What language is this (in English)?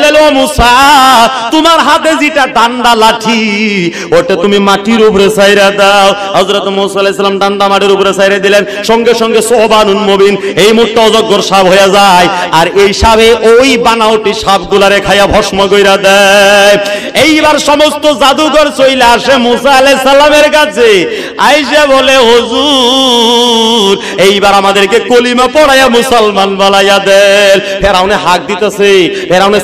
Bangla